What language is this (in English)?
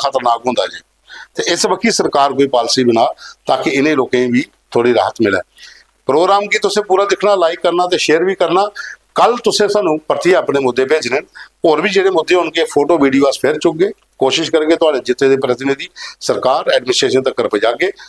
Dogri